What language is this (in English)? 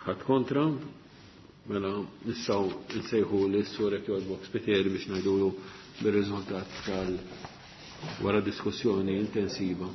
Maltese